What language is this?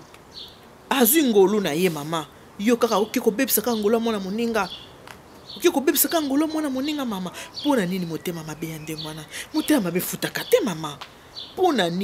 Lingala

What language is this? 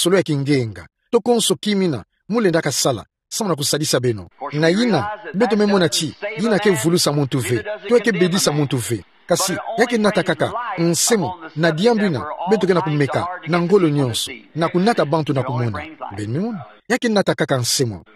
Kituba (Democratic Republic of Congo)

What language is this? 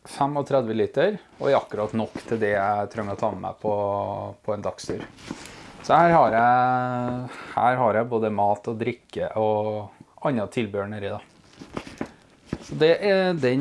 Norwegian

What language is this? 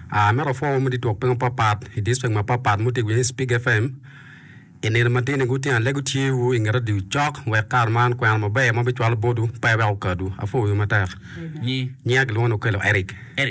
Acoli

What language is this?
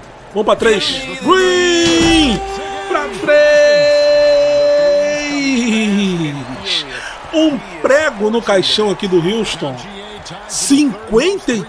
Portuguese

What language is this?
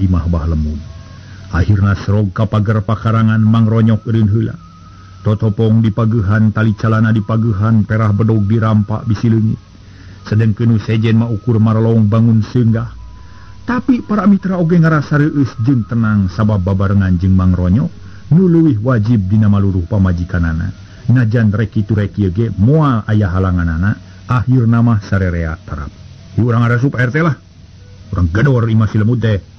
Sundanese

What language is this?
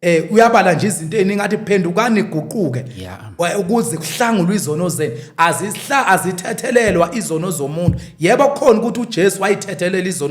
Zulu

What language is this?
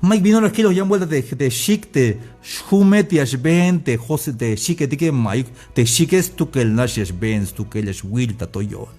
Tzeltal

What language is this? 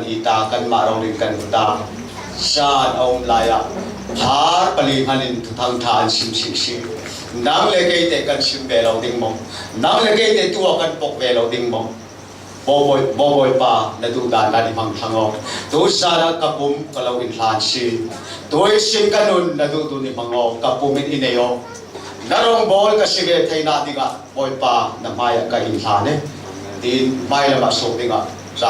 Falam Chin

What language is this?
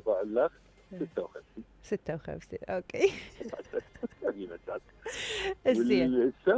Mesopotamian Arabic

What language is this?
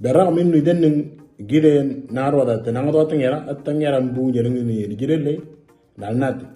Moro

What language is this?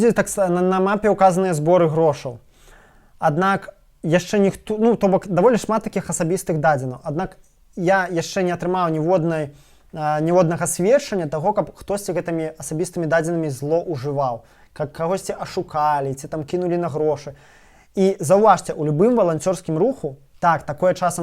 Belarusian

